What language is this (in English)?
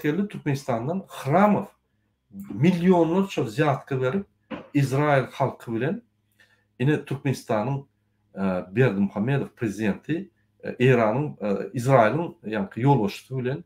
Turkmen